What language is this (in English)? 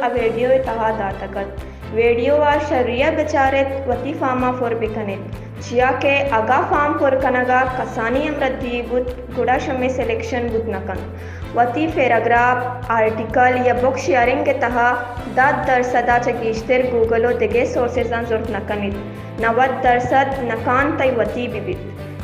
Baluchi